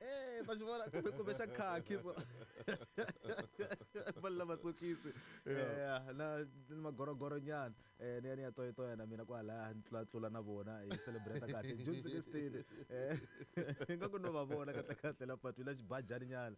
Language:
Tsonga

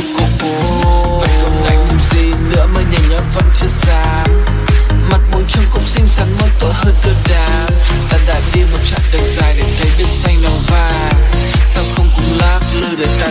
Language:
Vietnamese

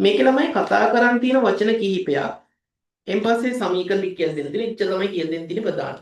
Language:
Sinhala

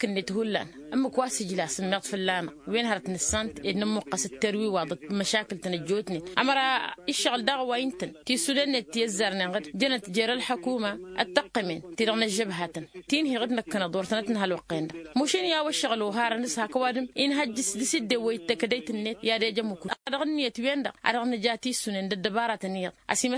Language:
Tamasheq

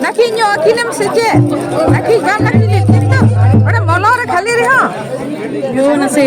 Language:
Santali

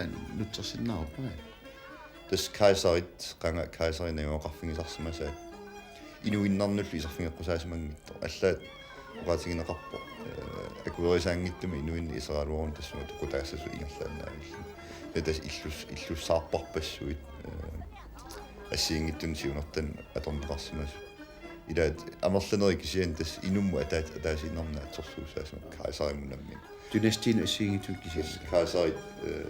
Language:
Kalaallisut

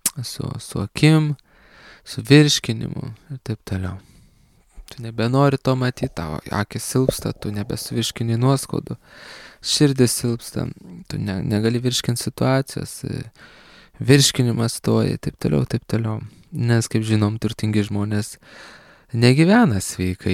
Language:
Lithuanian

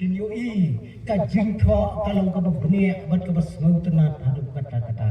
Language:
Khasi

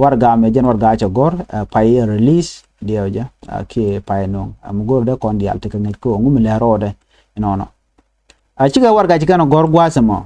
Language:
Nuer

